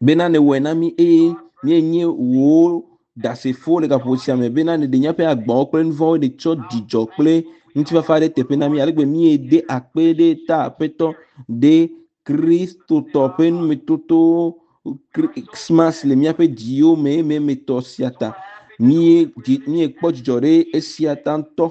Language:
Ewe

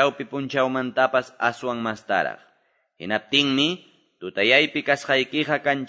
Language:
Quechua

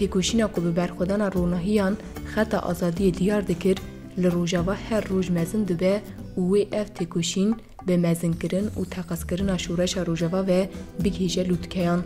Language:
Kurdish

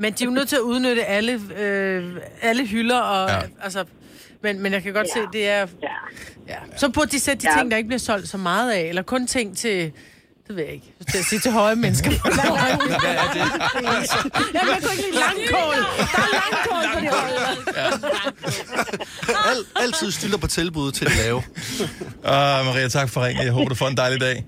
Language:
Danish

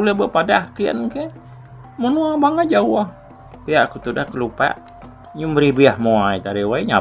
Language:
Iban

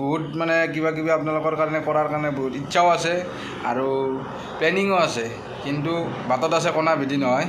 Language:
Assamese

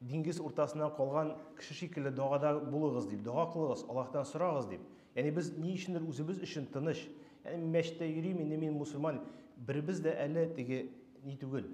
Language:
Tatar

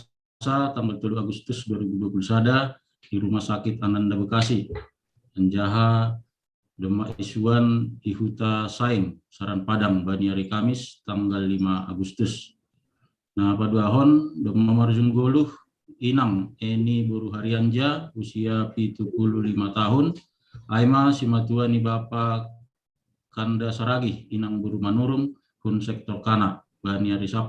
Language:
Batak Simalungun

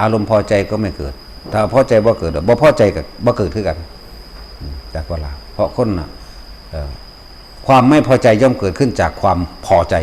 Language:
Northeastern Thai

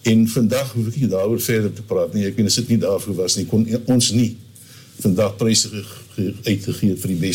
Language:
Afrikaans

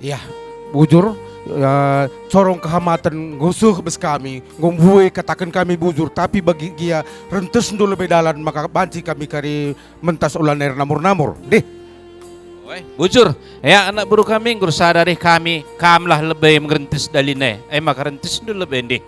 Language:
Batak Karo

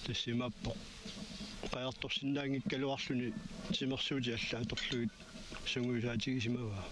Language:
Kalaallisut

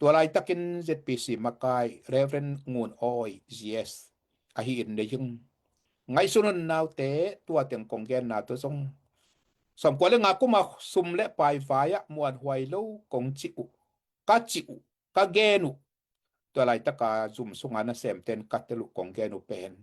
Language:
Tedim Chin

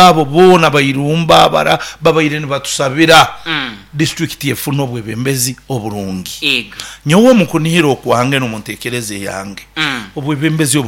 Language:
Nyoro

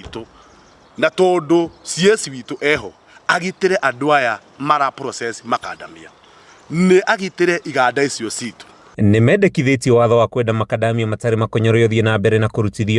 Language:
Kikuyu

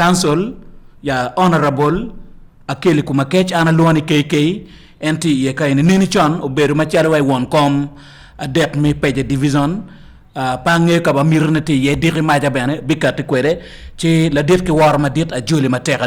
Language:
Acoli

